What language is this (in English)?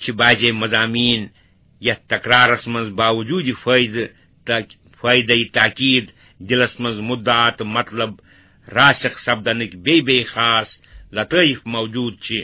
Kashmiri